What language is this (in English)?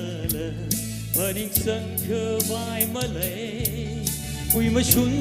Tangkhul Naga (India)